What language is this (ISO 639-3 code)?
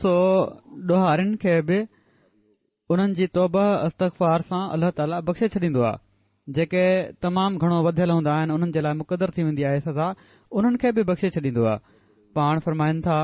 snd